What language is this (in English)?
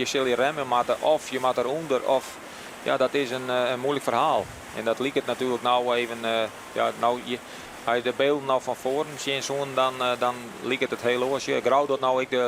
Western Frisian